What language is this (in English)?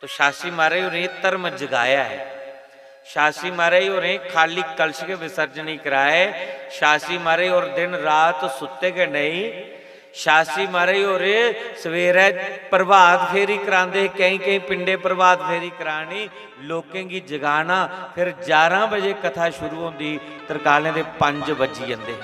Dogri